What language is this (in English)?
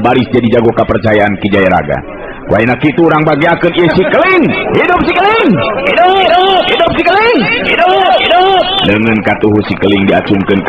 Sundanese